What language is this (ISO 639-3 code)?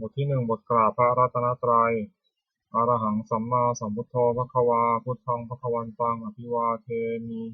pli